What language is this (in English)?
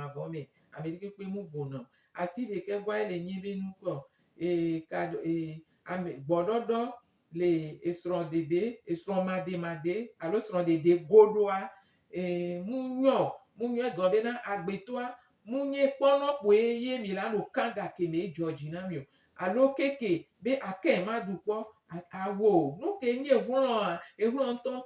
Gen